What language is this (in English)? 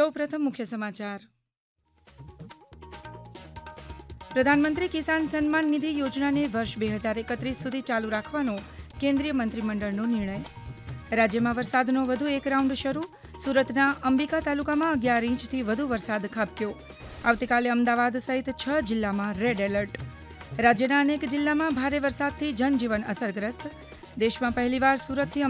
Gujarati